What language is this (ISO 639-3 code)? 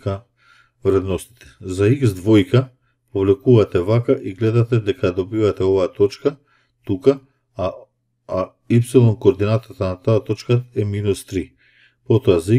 mkd